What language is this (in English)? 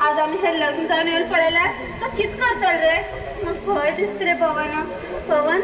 Konkani